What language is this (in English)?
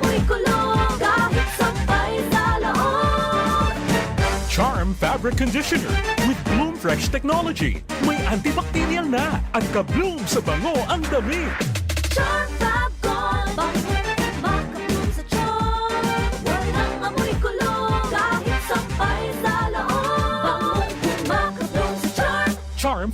Bikol